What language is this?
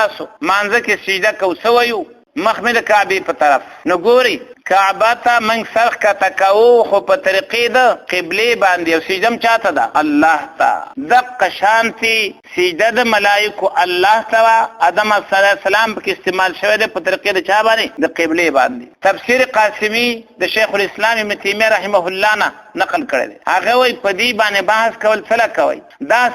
Pashto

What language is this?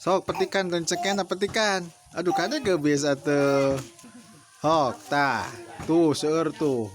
Sundanese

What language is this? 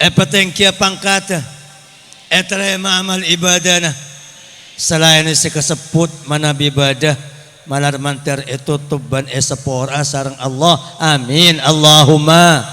Madurese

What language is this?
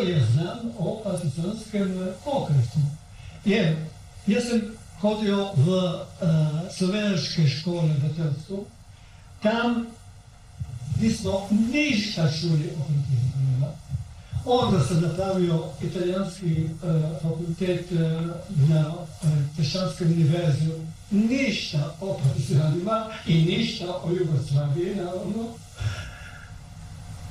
Serbian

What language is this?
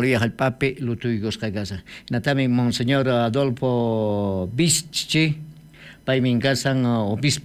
South Bolivian Quechua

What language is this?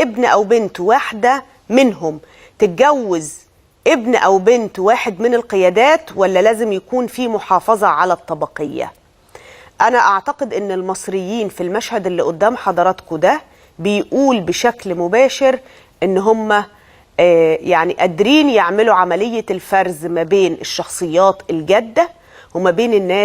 Egyptian Arabic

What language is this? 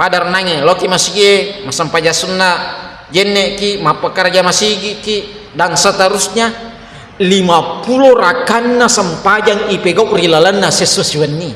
Buginese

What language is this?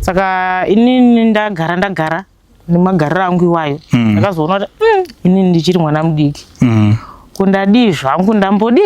Shona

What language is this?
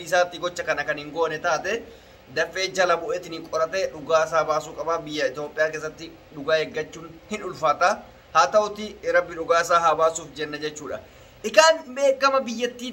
Oromo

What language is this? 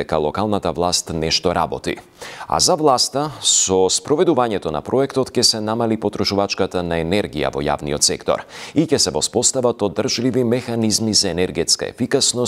Macedonian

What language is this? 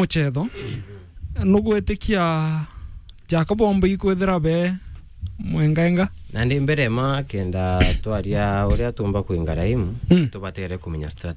Meru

